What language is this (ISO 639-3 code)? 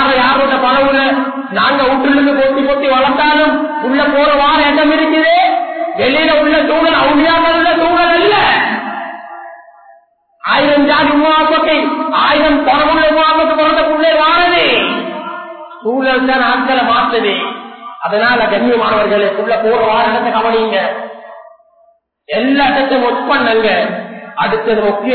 tam